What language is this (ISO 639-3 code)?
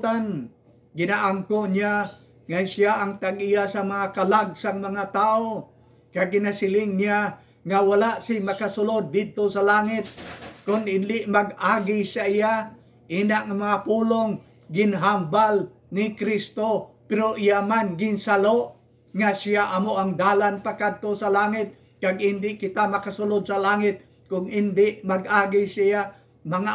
hil